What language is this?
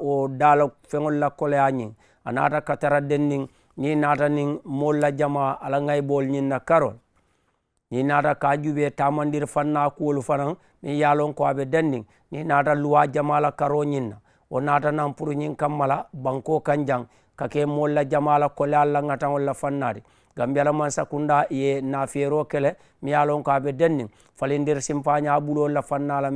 Mandingo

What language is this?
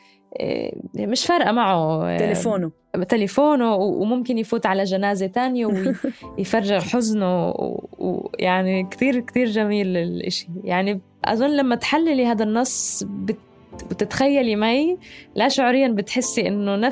North Levantine Arabic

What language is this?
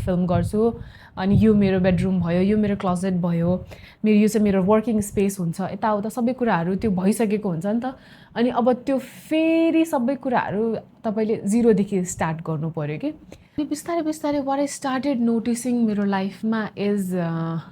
Nepali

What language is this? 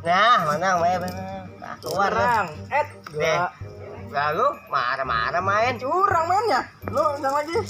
Betawi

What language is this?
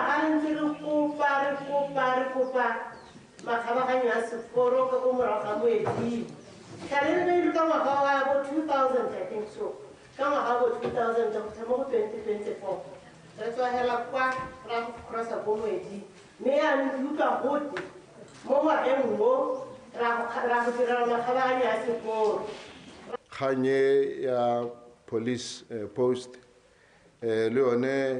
Tswana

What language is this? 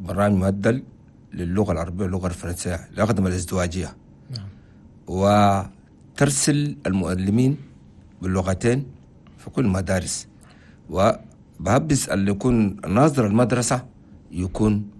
Chadian Arabic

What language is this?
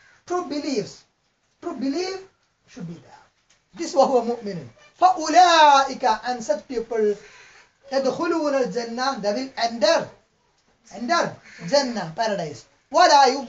English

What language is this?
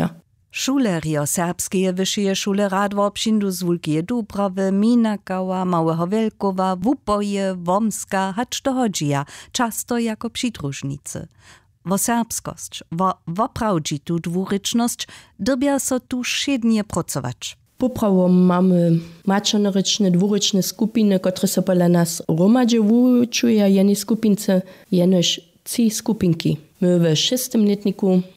Upper Sorbian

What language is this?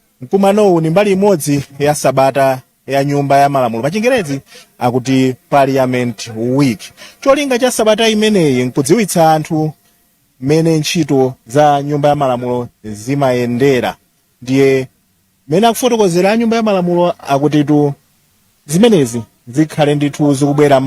Nyanja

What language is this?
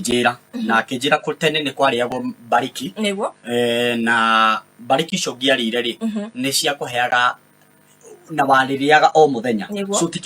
Kikuyu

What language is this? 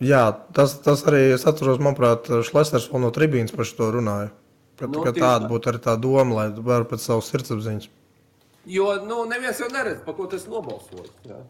Latvian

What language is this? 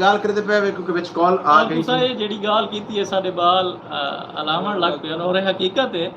Saraiki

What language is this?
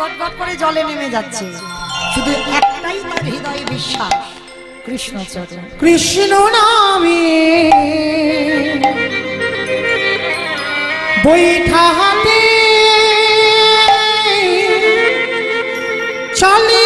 Bangla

